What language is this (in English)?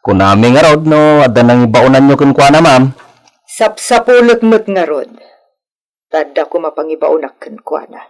Iloko